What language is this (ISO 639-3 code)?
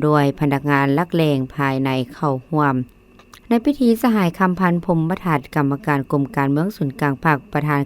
lao